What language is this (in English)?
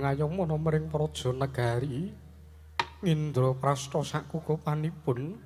Javanese